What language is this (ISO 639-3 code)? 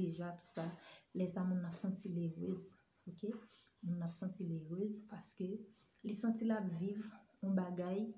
hat